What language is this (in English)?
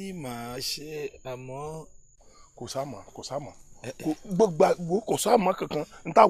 Yoruba